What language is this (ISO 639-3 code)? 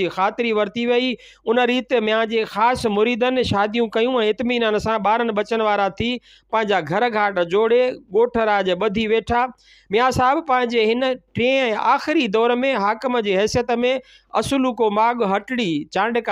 snd